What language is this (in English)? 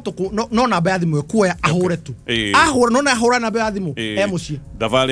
Kikuyu